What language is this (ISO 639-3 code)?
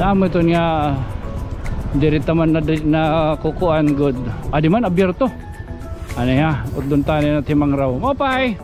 war